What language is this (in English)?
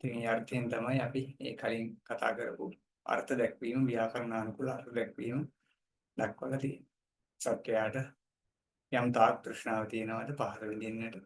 Sinhala